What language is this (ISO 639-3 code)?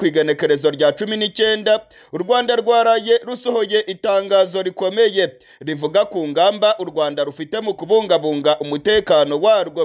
kin